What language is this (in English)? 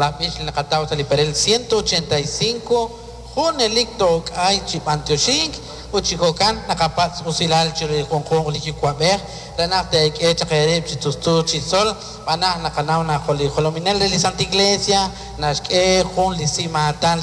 Kekchí